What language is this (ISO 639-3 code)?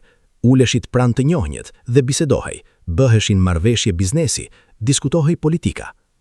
sqi